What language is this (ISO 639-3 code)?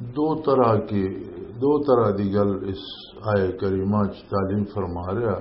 lah